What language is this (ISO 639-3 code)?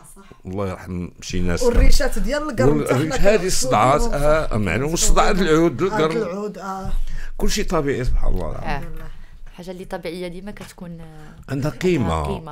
ary